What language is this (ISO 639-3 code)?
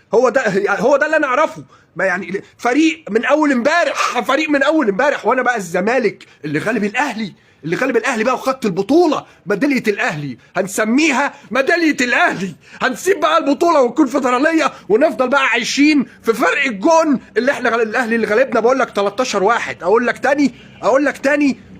arz